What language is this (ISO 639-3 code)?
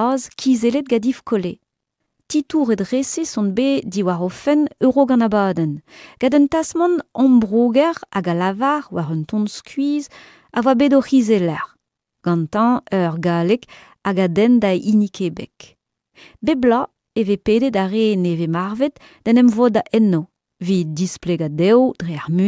bre